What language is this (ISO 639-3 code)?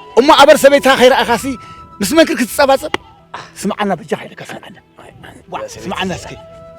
tir